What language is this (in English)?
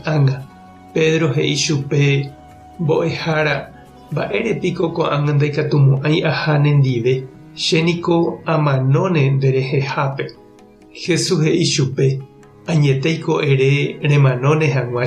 Guarani